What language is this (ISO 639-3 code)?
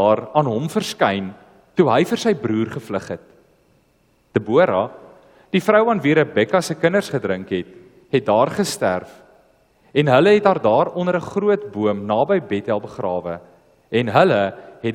afr